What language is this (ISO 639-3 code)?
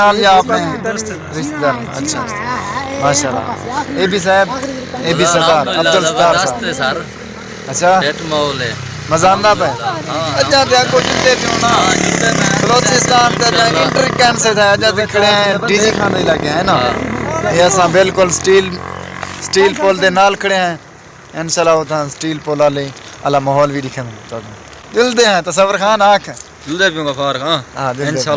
skr